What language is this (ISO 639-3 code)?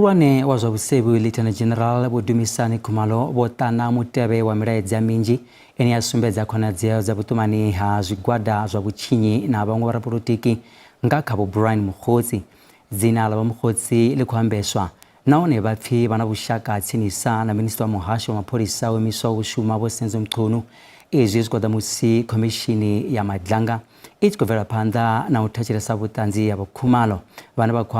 ven